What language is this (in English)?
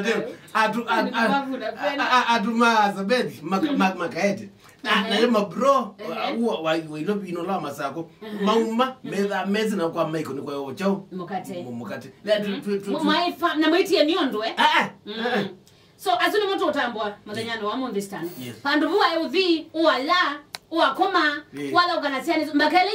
Kamba